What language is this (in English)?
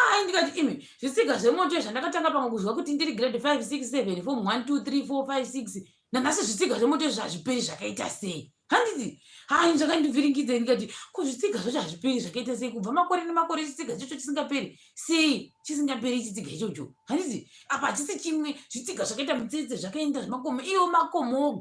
Shona